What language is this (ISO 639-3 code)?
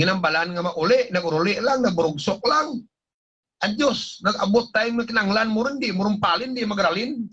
hil